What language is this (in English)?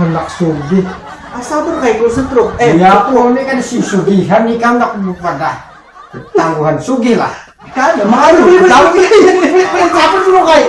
Banjar